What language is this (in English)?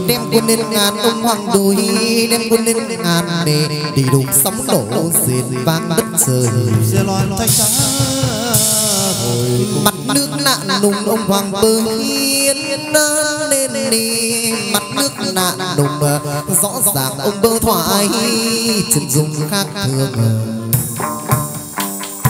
Vietnamese